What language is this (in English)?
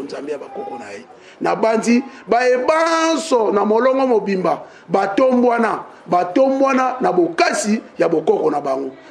Lingala